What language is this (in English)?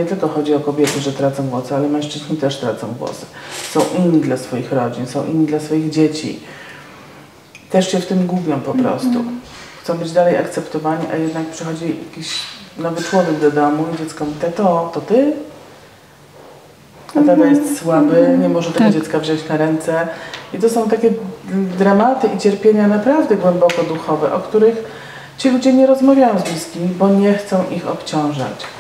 Polish